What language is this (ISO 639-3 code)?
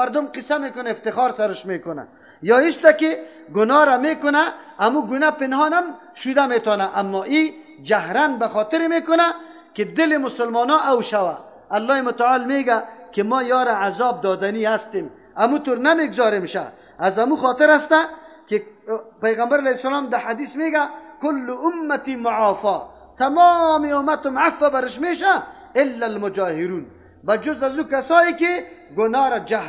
fas